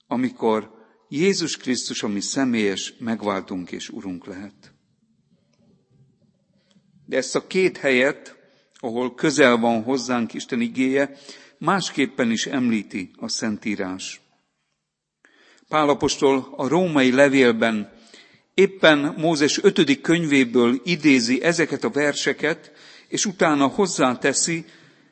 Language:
Hungarian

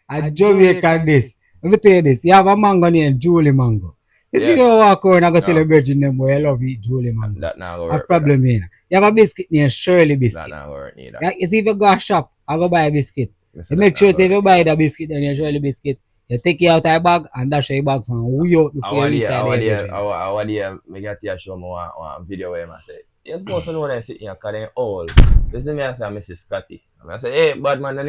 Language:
Jamaican Creole English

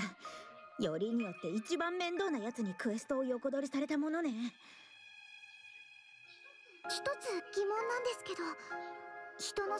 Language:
Japanese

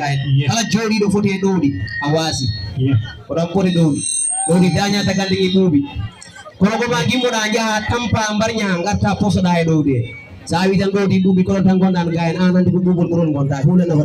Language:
Fula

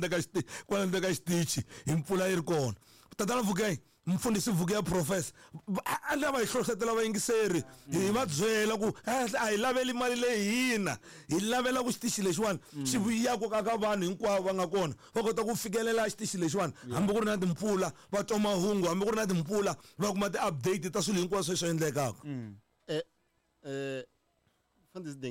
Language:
Tsonga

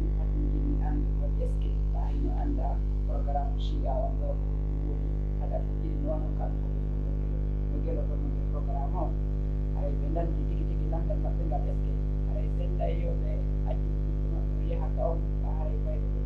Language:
Pular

